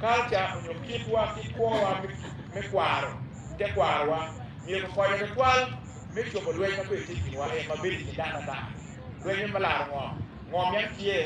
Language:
Acoli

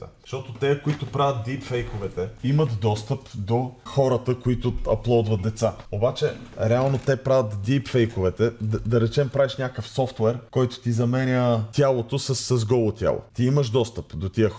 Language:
Bulgarian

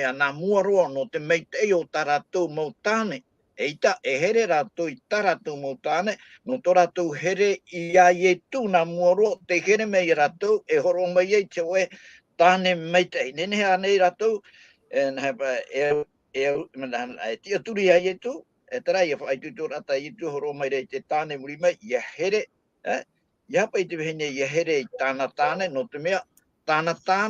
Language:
Tahitian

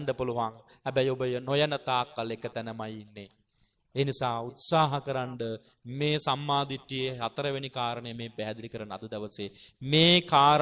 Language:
Sinhala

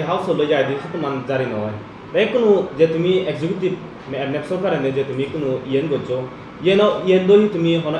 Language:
Chakma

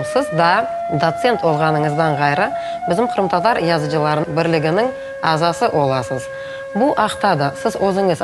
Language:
Crimean Tatar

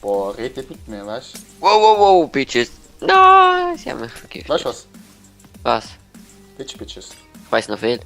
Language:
Swiss German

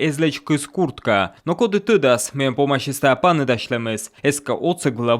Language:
Komi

